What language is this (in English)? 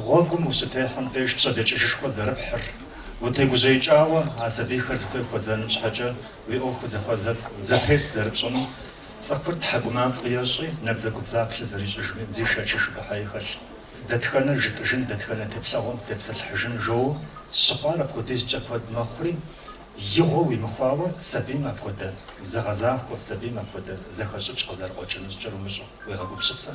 Kabardian